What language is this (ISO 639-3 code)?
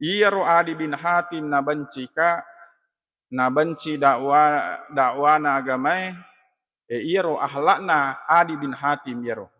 bug